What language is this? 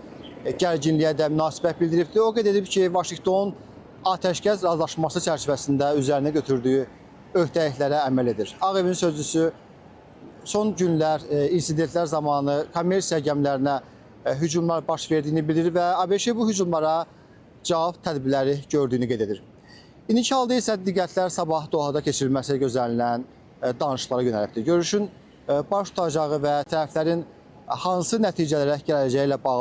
Azerbaijani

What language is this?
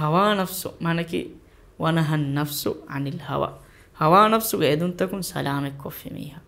Divehi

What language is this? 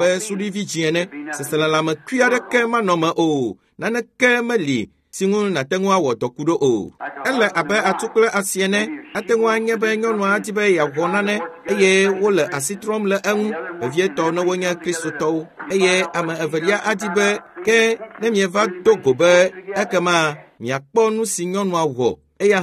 Ewe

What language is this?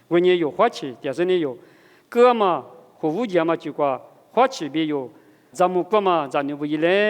Lisu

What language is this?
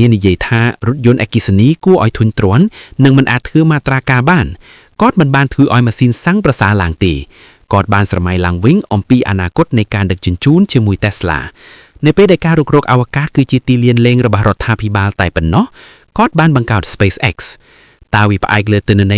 Khmer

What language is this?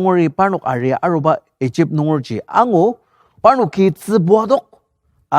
Ao Naga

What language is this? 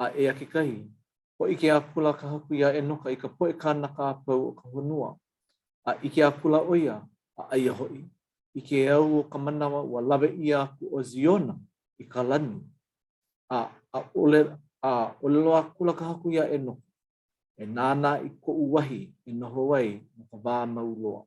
Hawaiian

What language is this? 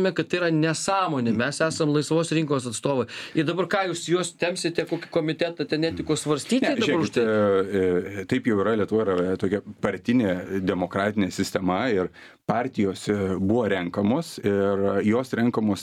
Lithuanian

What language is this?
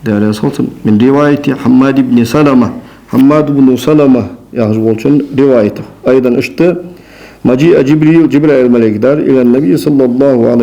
Ingush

